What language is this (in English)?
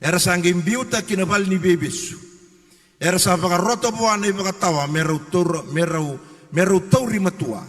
Fijian